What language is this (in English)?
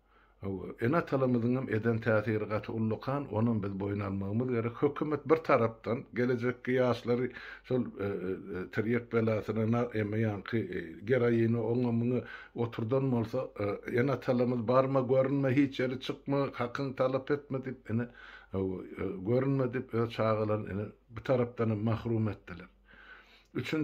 Turkmen